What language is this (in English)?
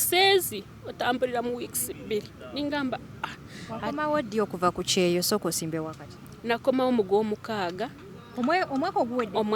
Ganda